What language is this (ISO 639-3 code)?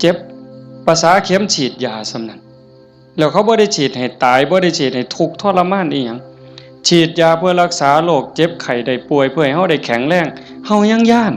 tts